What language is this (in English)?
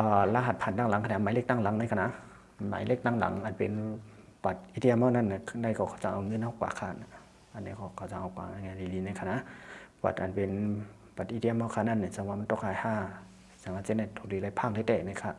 Shan